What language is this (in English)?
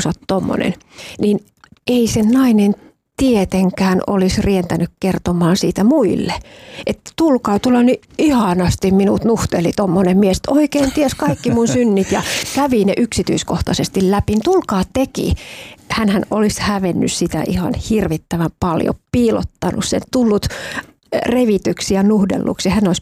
Finnish